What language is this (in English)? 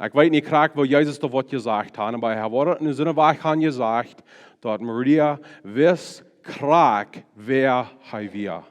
Plautdietsch